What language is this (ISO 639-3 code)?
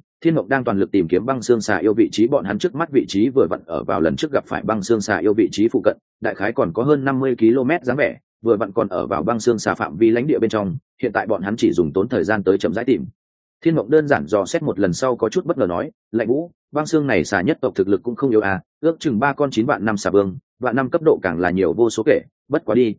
vie